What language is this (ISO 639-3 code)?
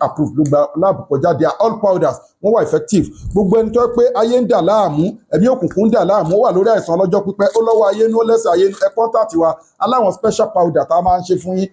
yor